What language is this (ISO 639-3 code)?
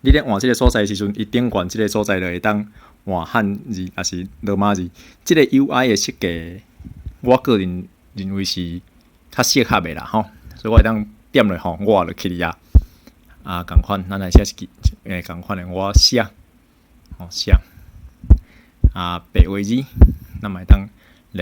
nan